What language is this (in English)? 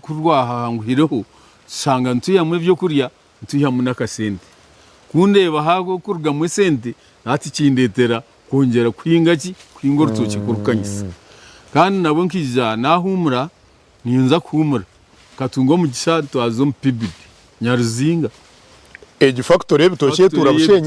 Nyankole